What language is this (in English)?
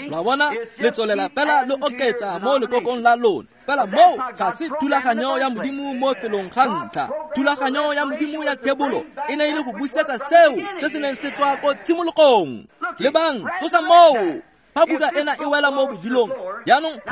Tswana